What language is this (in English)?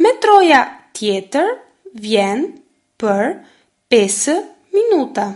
Albanian